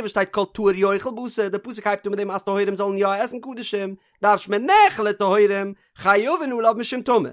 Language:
Yiddish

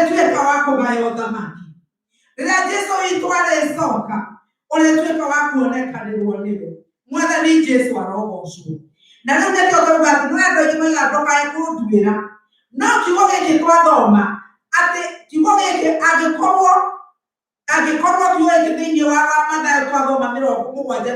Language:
Kikuyu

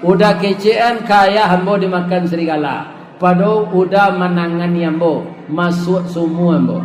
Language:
Minangkabau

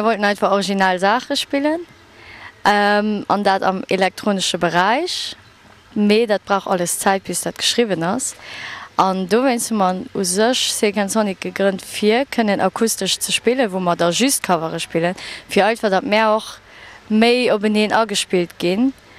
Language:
Luxembourgish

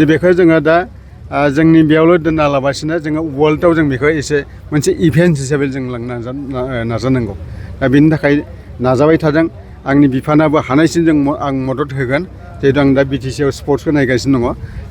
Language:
Bodo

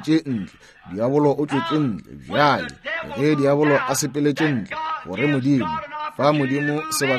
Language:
Northern Sotho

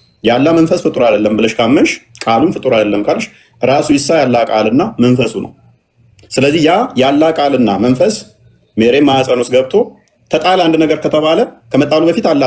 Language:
Amharic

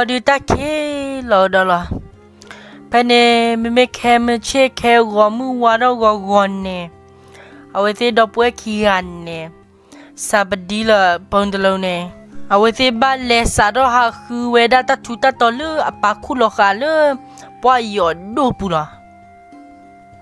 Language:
S'gaw Karen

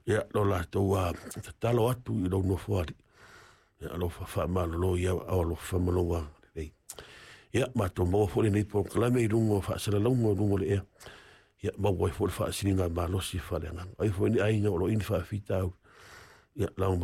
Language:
Samoan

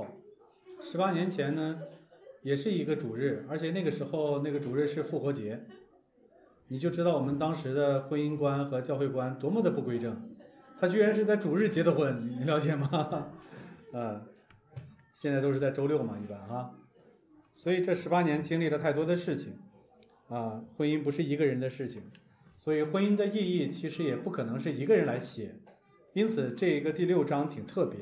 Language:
Chinese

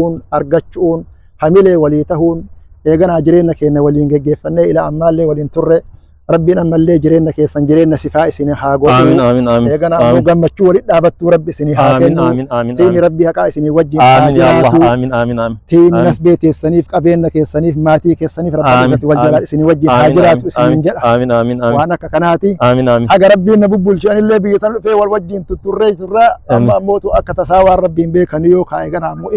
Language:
Oromo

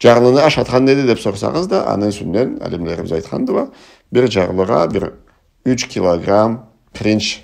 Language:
Karachay-Balkar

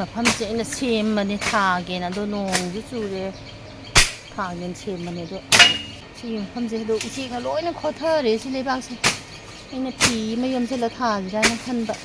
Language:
Manipuri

